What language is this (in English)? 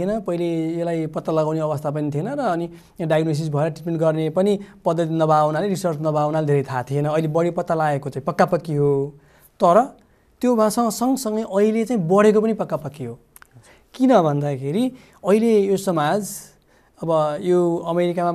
Nepali